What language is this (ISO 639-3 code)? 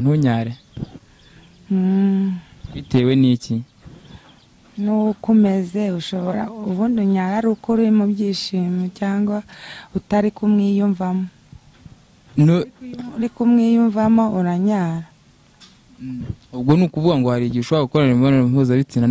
kin